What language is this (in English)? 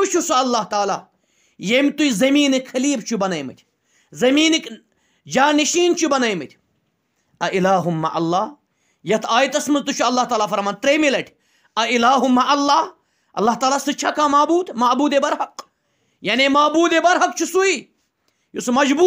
Kashmiri